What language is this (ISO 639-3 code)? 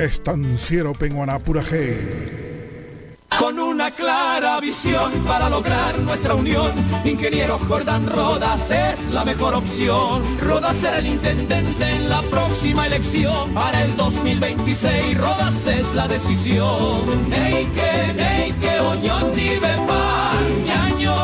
grn